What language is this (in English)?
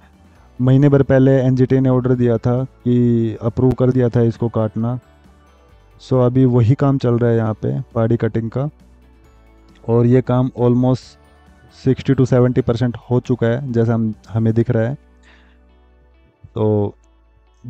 Hindi